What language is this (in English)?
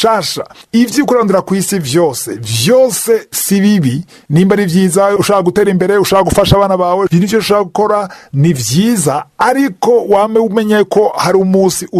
Rundi